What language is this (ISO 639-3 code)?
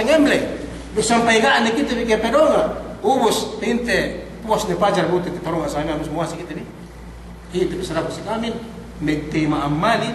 yka